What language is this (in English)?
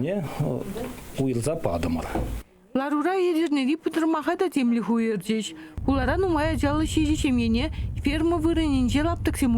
Chuvash